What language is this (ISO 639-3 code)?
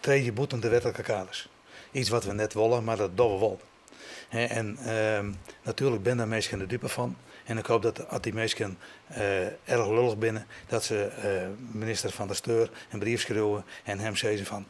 fry